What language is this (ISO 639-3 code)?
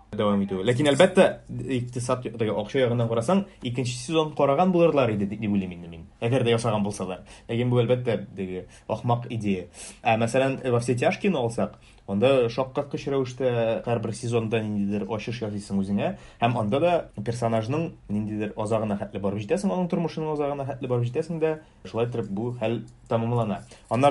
tat